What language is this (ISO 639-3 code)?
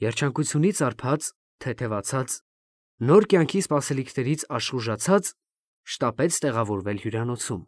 hye